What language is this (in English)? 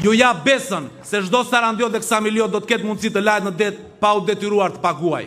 Albanian